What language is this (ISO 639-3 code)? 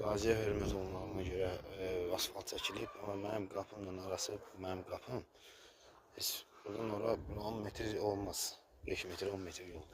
aze